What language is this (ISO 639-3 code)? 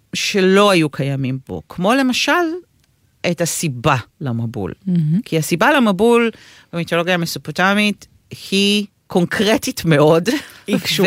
heb